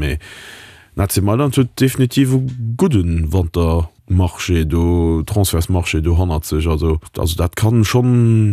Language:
Luxembourgish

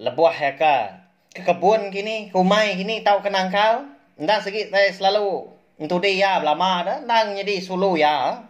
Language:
Iban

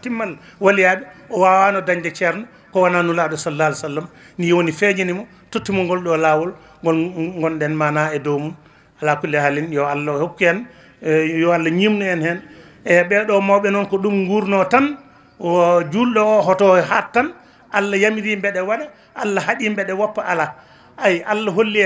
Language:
Fula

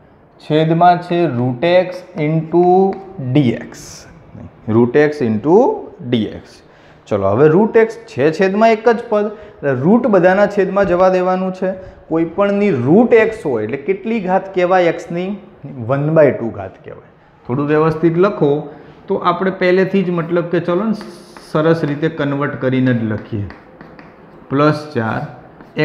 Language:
Gujarati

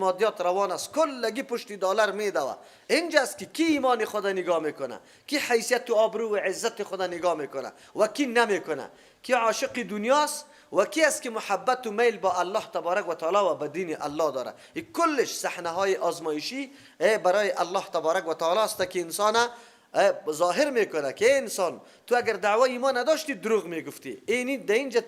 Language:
Persian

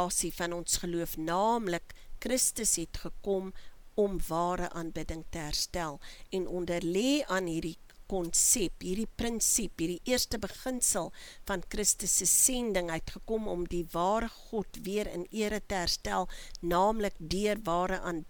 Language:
Afrikaans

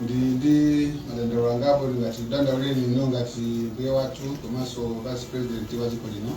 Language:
Nyanja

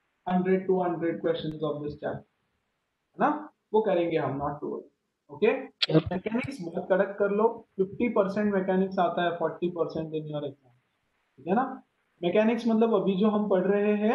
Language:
Hindi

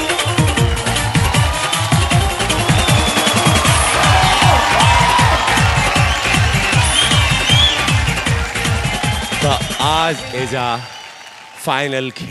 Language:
Bhojpuri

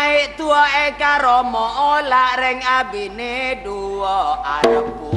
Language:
Madurese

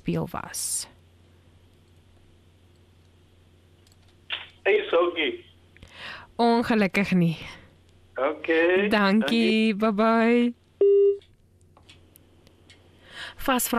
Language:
Afrikaans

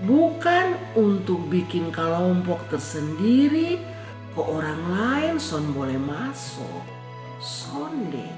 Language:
Kupang Malay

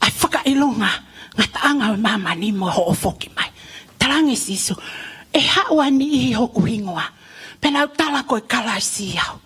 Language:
Tongan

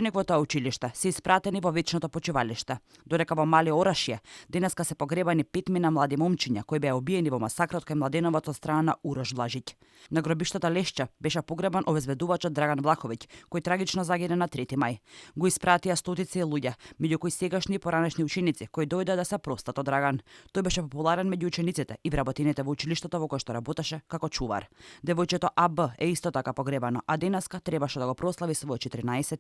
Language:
Macedonian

